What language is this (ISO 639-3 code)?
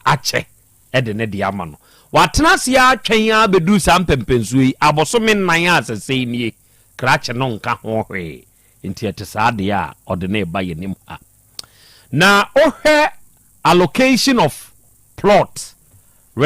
aka